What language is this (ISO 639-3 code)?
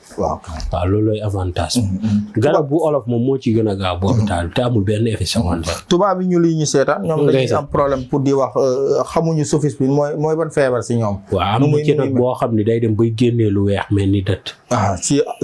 wol